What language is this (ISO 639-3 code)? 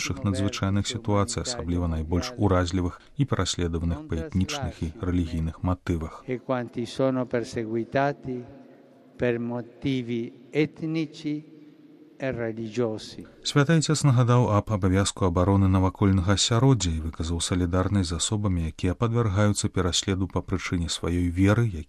bel